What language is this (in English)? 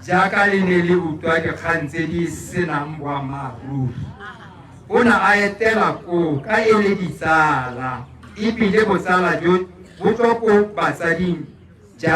Tswana